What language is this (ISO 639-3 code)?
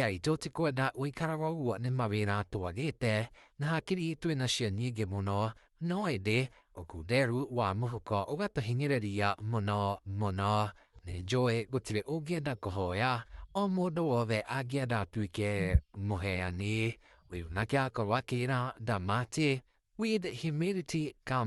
kik